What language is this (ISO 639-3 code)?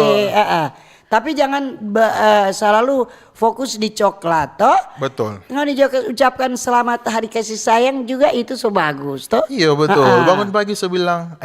xmm